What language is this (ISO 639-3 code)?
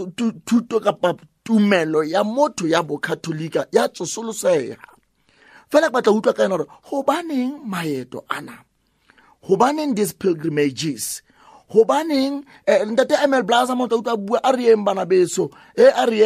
sot